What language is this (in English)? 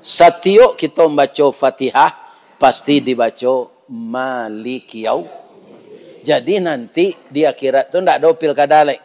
Minangkabau